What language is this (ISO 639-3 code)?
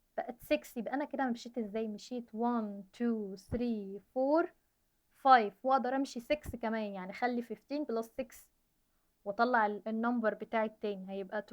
arz